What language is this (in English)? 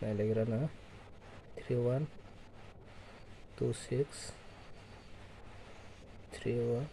Kok Borok